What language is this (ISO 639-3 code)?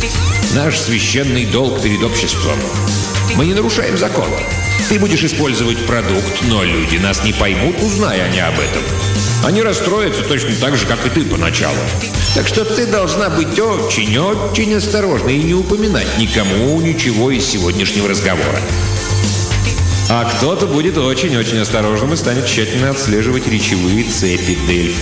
rus